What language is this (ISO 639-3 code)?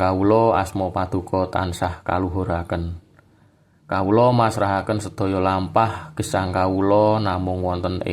jav